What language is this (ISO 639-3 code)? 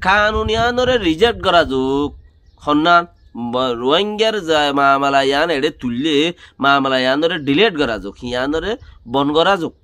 rhg